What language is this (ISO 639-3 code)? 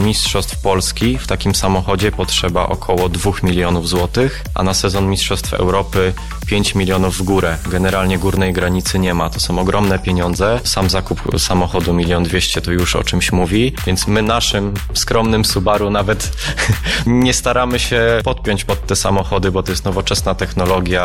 pol